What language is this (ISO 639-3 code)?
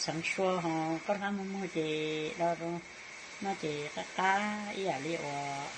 hmn